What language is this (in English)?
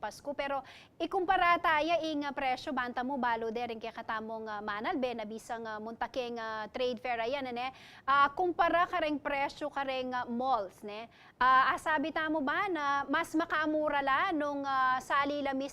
Pampanga